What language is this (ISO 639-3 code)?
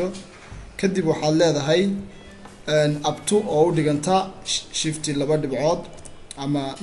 som